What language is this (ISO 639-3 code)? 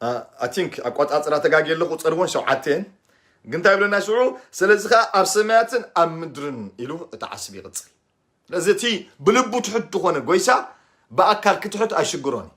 tir